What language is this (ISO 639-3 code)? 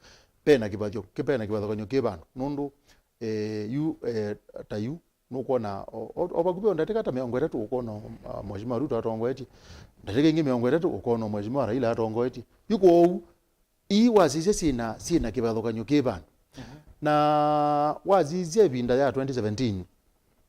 kam